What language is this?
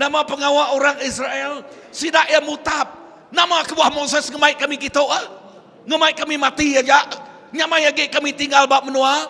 Iban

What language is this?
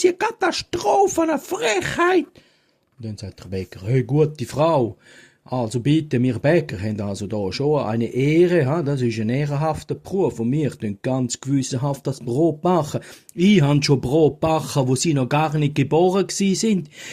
Swiss German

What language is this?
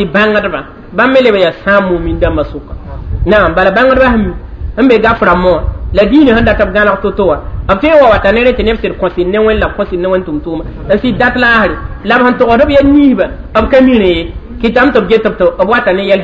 Mossi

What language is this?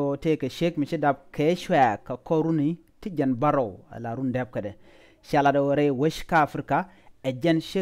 Nuer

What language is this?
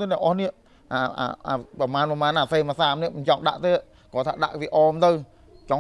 Khmer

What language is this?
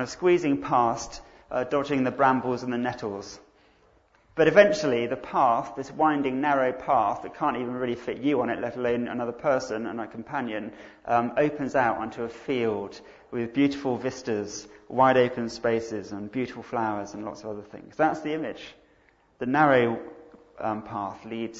English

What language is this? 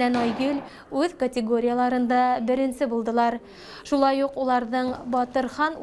Bashkir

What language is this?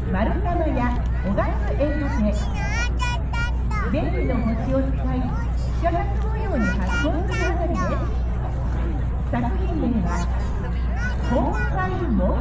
Japanese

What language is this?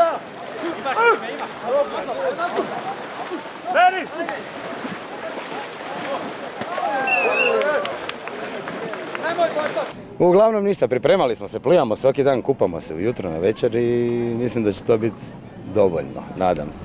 Croatian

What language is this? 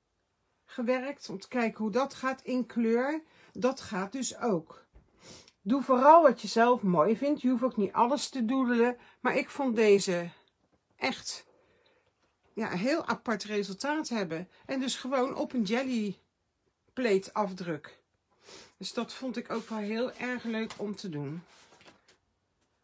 Dutch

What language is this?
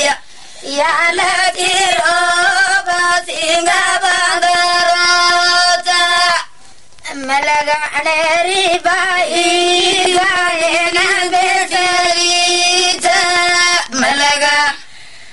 Kannada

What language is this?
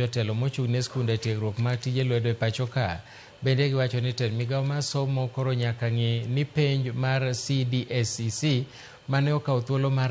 Luo (Kenya and Tanzania)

